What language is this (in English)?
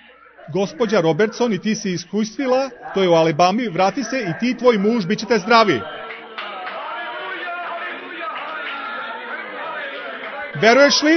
Croatian